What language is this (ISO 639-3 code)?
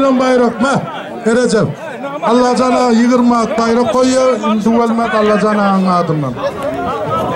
tur